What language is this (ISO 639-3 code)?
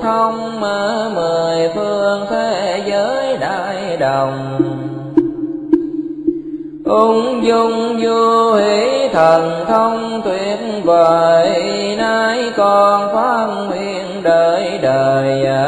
vie